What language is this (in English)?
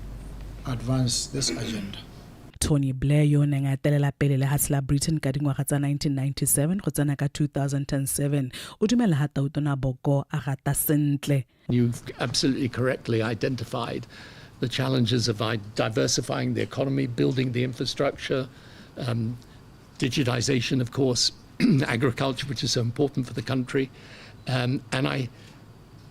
Tswana